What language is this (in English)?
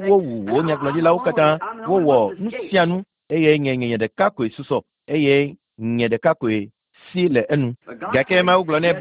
Ewe